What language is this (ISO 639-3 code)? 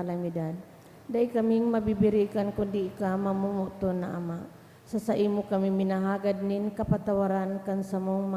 bik